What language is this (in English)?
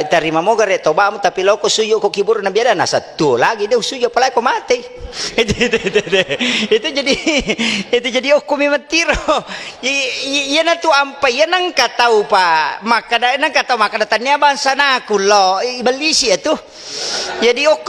Buginese